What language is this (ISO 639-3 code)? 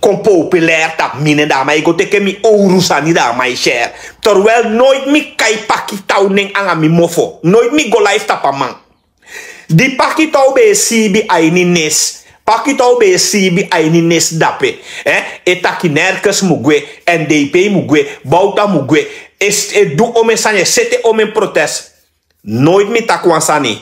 srn